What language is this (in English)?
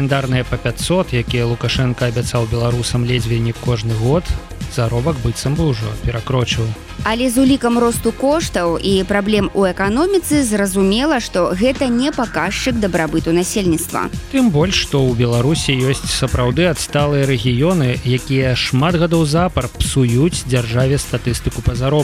Belarusian